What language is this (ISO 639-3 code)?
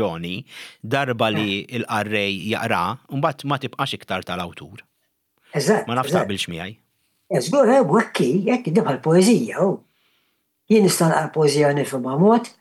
mlt